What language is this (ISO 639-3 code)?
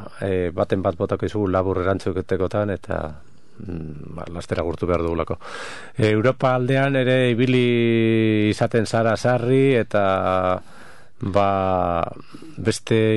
eus